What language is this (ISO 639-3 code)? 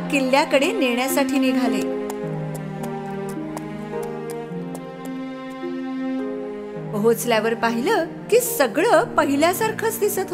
mar